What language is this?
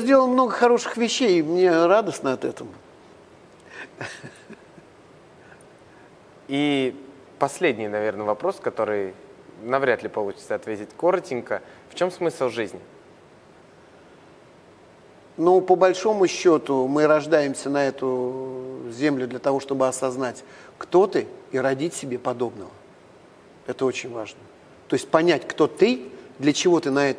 Russian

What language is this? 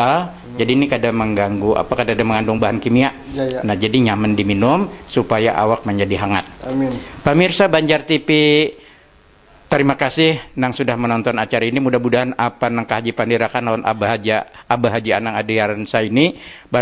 Banjar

